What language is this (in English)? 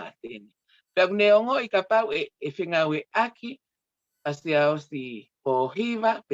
Tongan